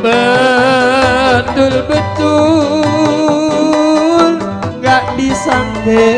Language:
Betawi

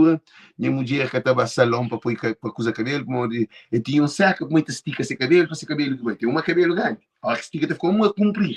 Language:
Kabuverdianu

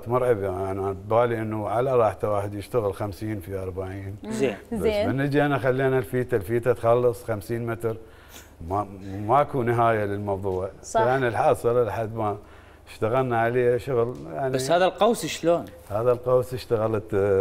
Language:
Mesopotamian Arabic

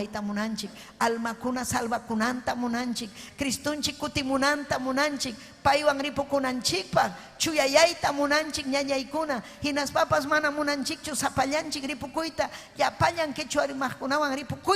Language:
Ayacucho Quechua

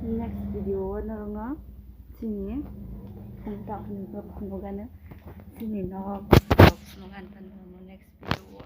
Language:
Kok Borok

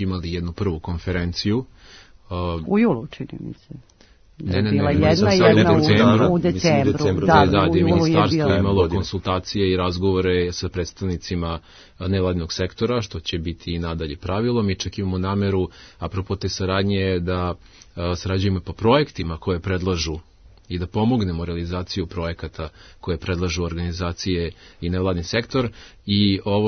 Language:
Serbian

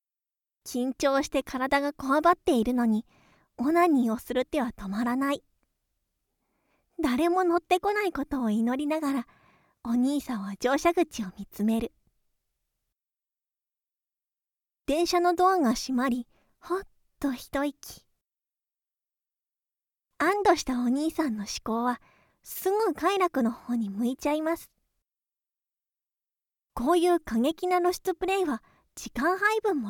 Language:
Japanese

